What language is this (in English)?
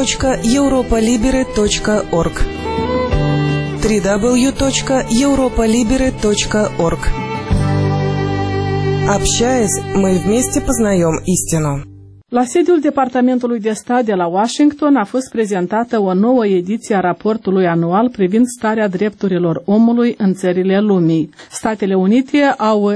Romanian